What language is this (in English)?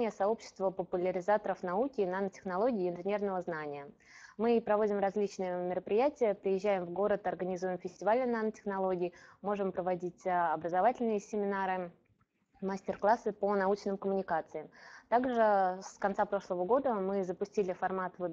Russian